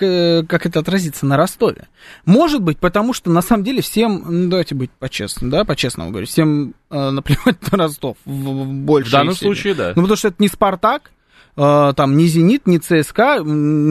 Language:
Russian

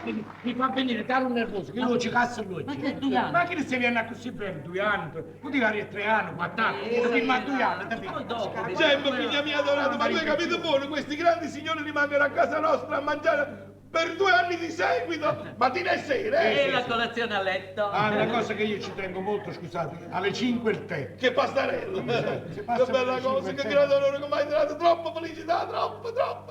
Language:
Neapolitan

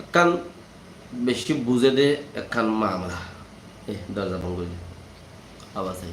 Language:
Rohingya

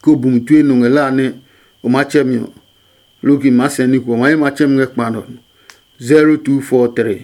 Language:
Adangme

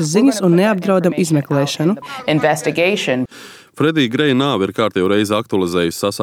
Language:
Latvian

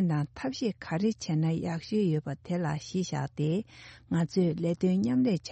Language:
Tibetan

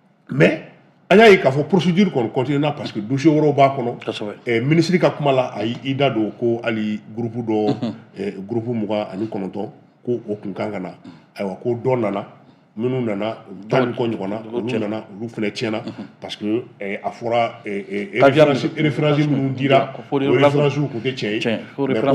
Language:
Bambara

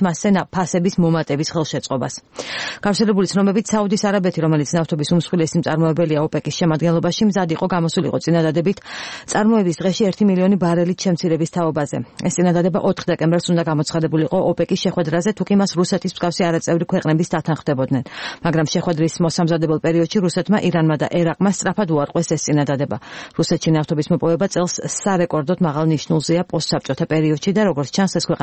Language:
Georgian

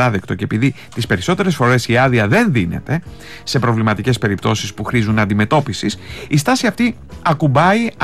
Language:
Greek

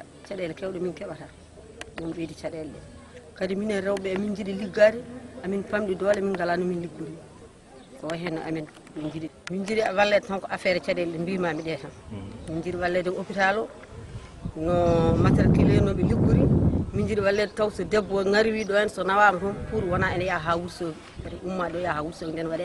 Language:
Fula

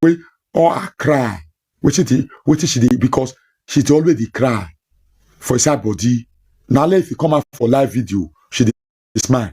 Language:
Nigerian Pidgin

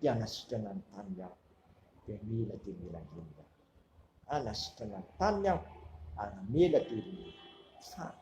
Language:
Malagasy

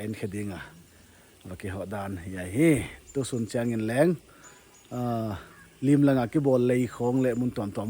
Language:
Paite Chin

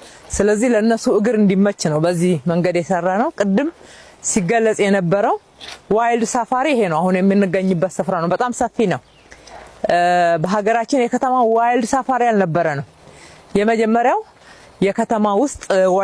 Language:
Amharic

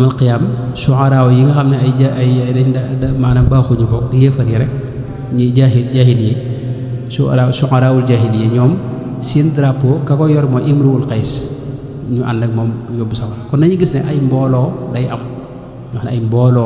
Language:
Wolof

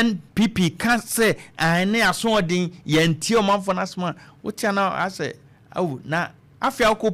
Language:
Akan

